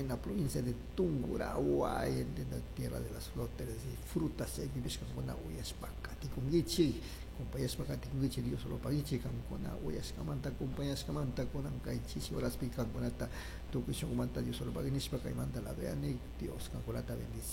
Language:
Chimborazo Highland Quichua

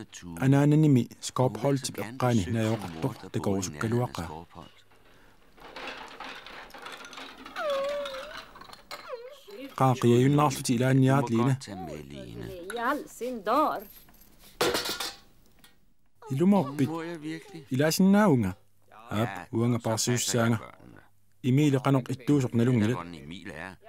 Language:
Kalaallisut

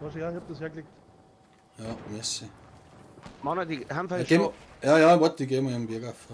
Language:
Bavarian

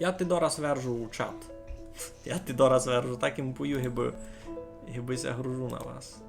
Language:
Rusyn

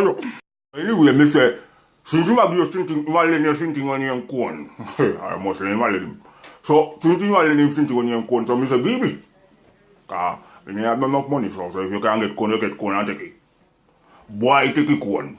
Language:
Jamaican Creole English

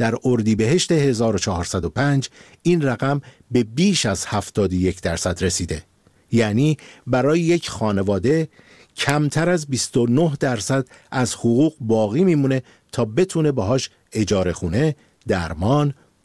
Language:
Persian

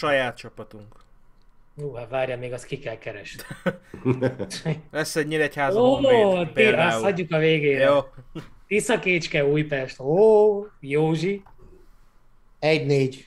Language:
Hungarian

